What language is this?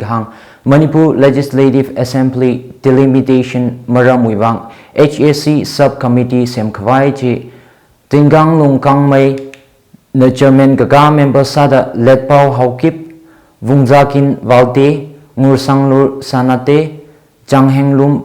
Tangkhul Naga (India)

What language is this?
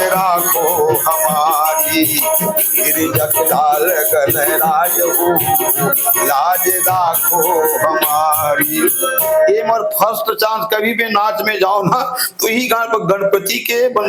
Chhattisgarhi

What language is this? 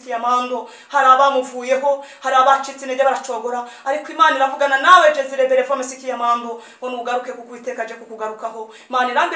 Kinyarwanda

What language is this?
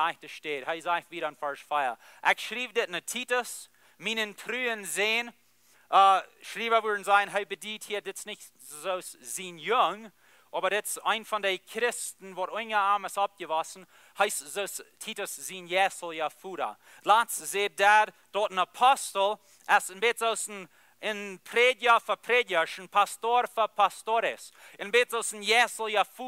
Plautdietsch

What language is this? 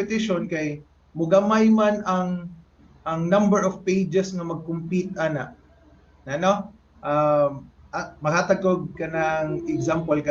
Cebuano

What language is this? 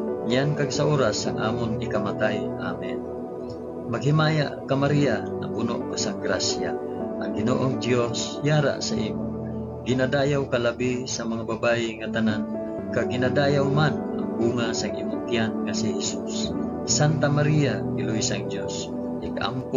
Hiligaynon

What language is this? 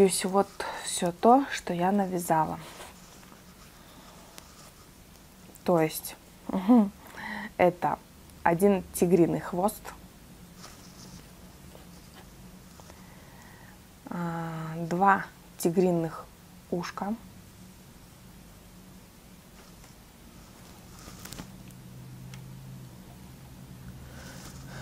Russian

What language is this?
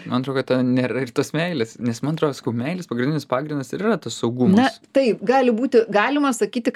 Lithuanian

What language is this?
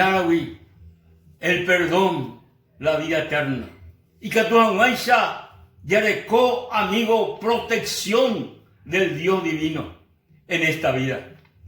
Guarani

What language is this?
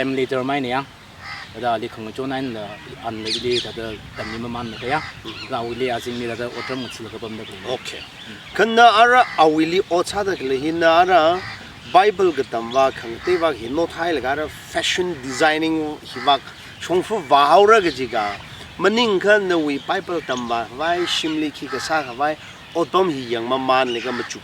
Tangkhul Naga (India)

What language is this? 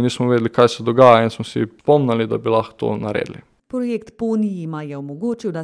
Slovenian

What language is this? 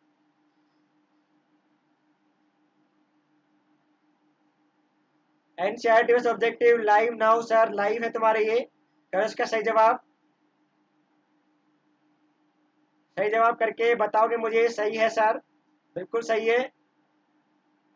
Hindi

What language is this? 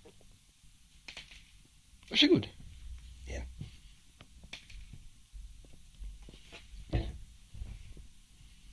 Swedish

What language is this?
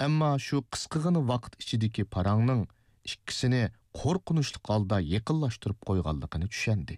Uyghur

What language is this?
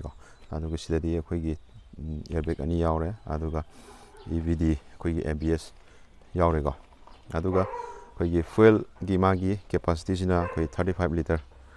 Manipuri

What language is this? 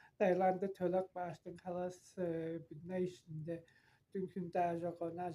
Tuvinian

